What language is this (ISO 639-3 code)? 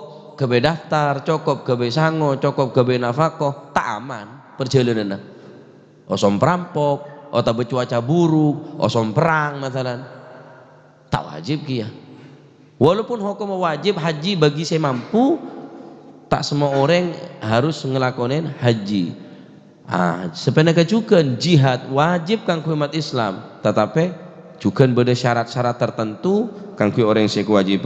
mad